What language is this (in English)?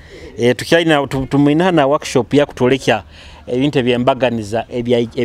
Nyoro